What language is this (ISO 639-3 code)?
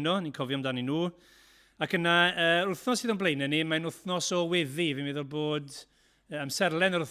cym